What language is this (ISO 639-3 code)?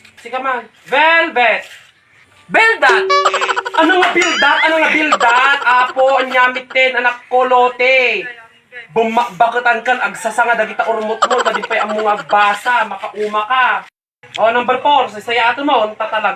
ilo